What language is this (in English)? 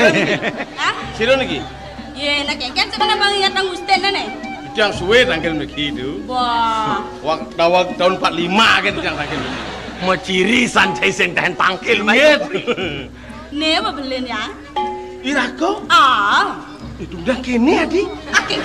Balinese